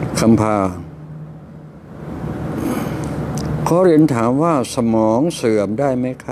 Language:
Thai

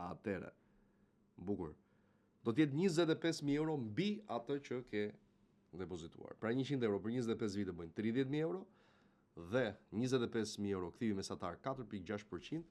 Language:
Albanian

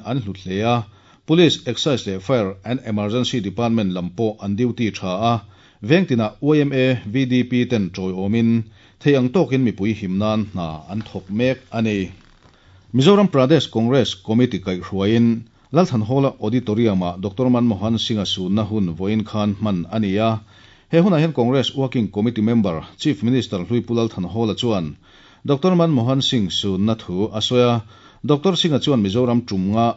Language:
Mizo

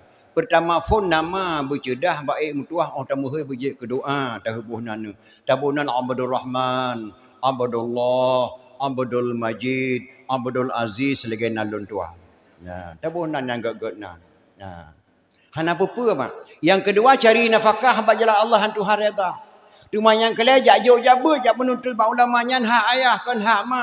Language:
Achinese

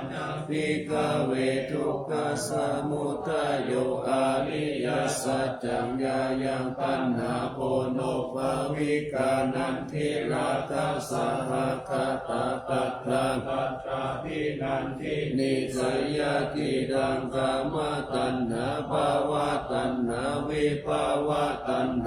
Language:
Pali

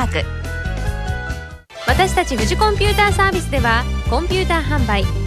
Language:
Japanese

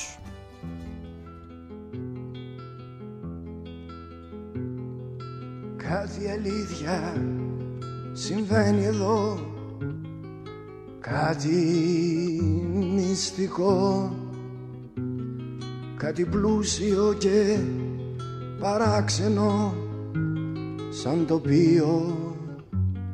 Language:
Greek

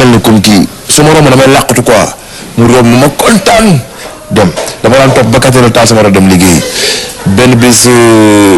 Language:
Wolof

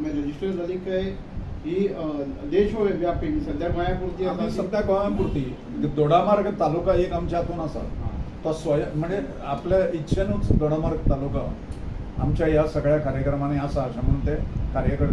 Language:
Konkani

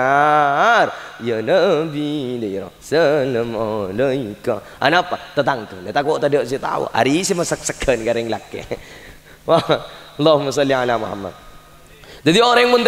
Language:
Madurese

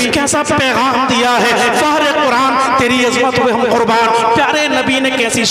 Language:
Urdu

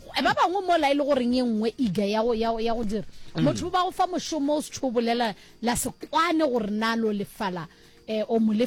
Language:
Northern Sotho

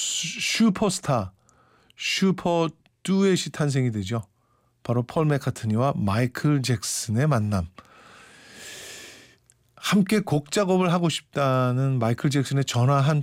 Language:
Korean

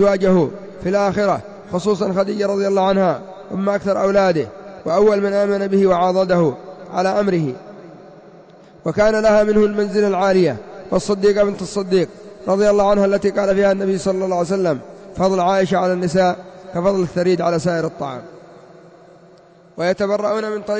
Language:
Arabic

